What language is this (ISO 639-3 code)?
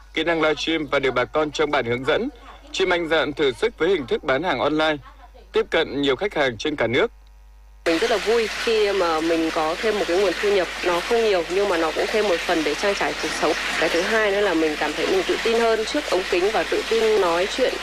vie